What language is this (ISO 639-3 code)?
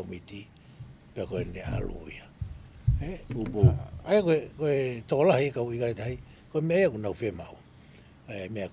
ton